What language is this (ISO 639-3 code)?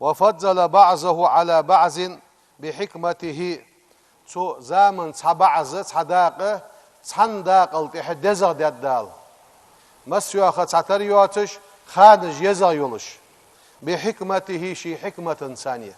inh